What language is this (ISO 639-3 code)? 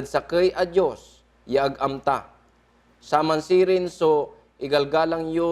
pag